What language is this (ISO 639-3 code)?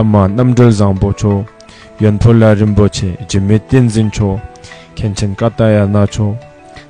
bod